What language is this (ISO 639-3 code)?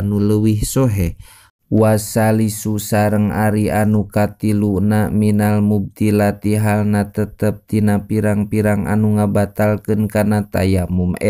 sun